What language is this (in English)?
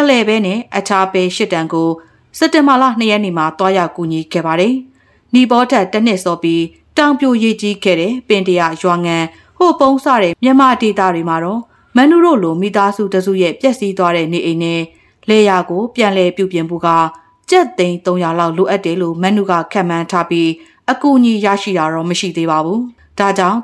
Burmese